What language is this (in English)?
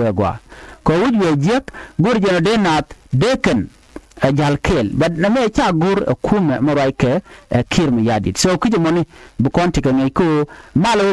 Nuer